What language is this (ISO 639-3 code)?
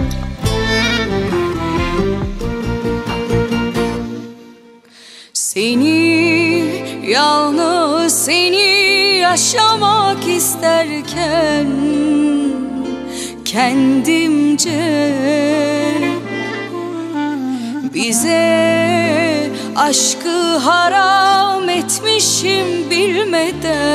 tur